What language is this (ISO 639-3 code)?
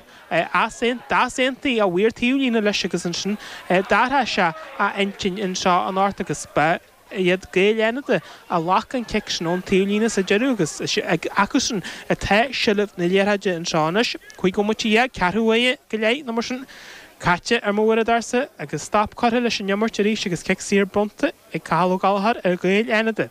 gle